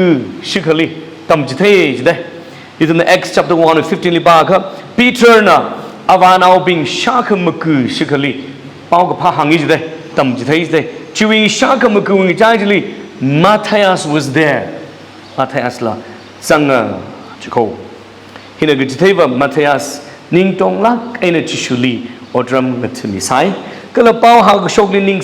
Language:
Tangkhul Naga (India)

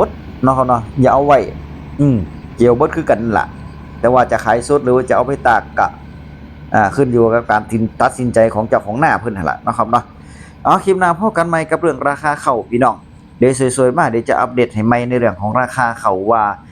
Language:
Northeastern Thai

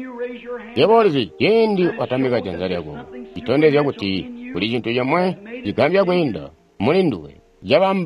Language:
Tonga (Zambia)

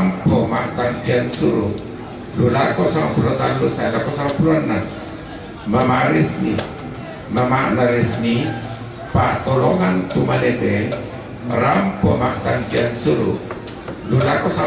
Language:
Toraja-Sa'dan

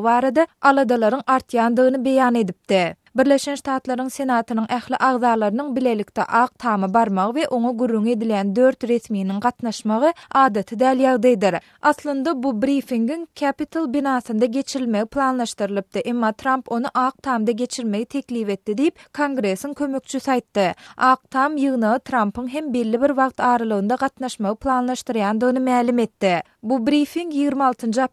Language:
Turkmen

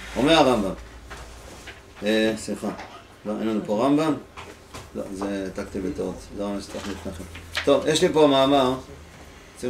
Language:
Hebrew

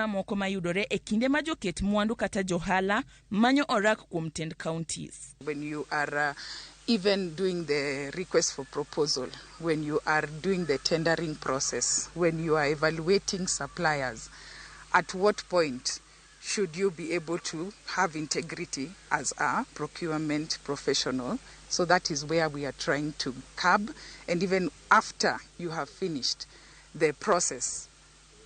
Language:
Luo (Kenya and Tanzania)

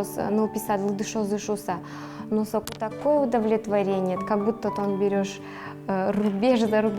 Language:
Udmurt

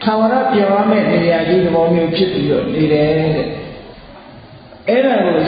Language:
Burmese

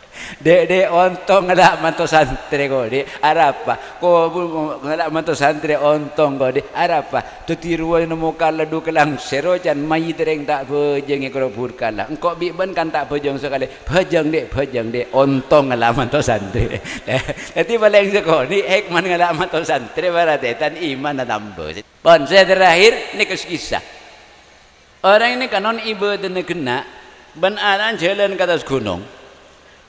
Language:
Madurese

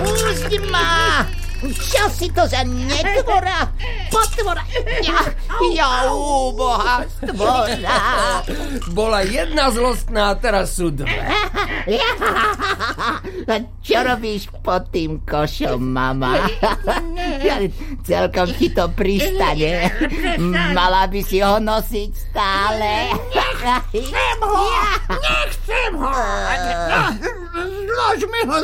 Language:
Slovak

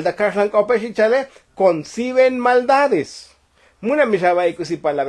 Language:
Tzotzil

